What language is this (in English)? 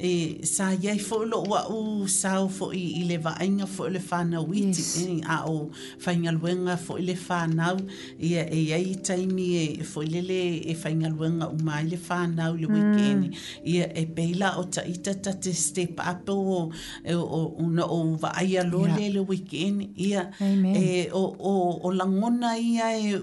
Samoan